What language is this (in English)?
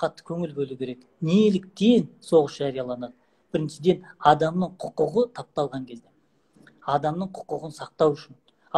Kazakh